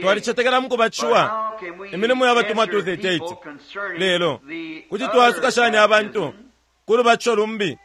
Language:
Bemba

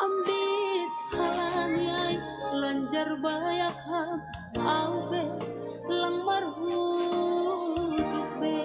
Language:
Batak Simalungun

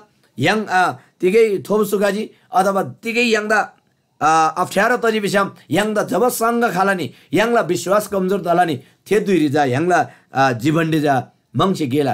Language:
Eastern Tamang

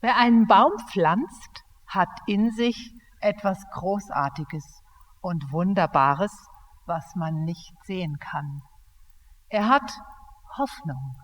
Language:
Swiss German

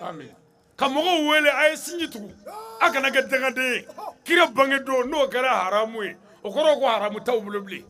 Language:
Bambara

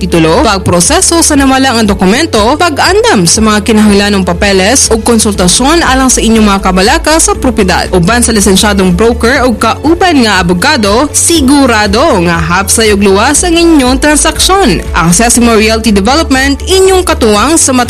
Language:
Cebuano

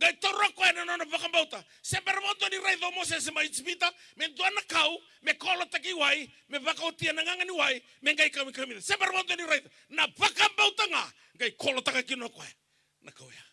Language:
Fijian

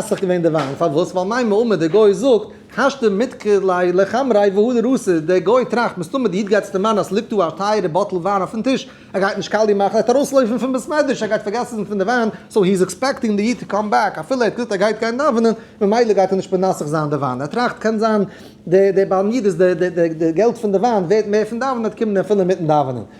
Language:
Yiddish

